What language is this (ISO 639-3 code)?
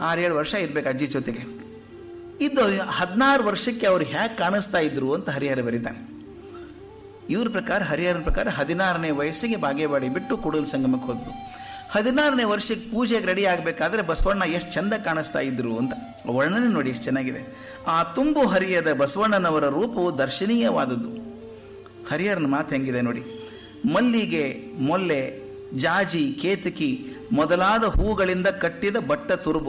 kan